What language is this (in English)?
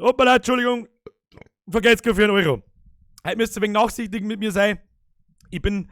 Bavarian